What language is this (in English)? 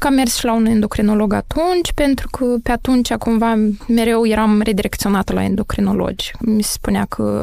Romanian